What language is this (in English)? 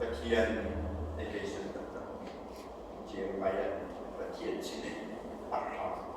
Hakha Chin